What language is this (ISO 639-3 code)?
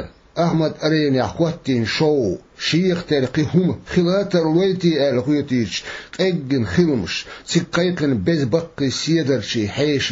che